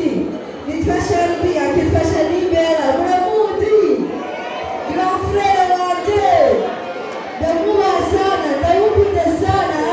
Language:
Rundi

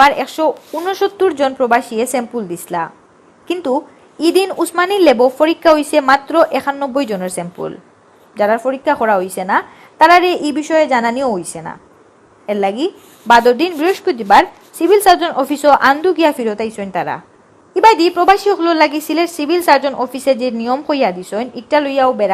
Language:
Sylheti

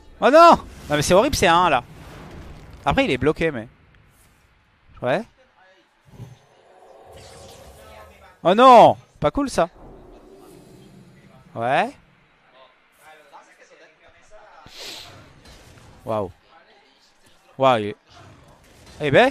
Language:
French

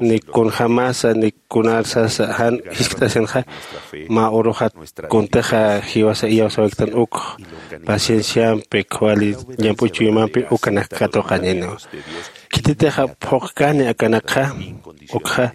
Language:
Aymara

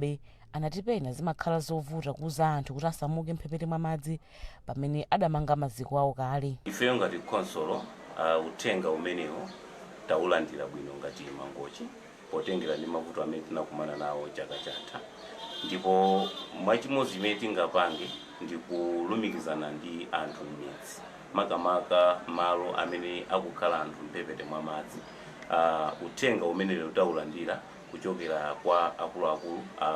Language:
Nyanja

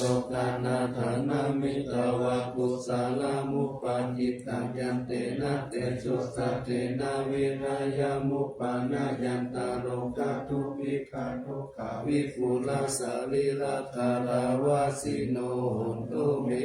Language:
Pali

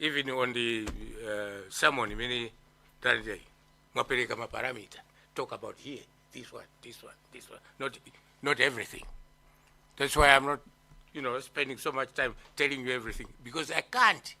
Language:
Nyanja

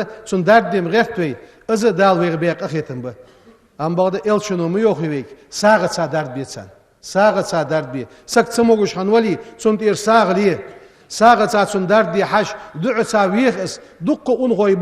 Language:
Ingush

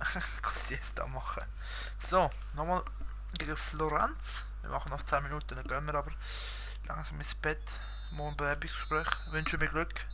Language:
Swiss German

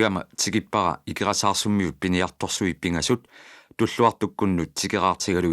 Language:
Kalaallisut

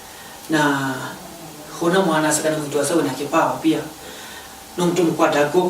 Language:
Kamba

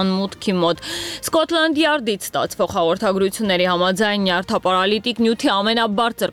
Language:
Armenian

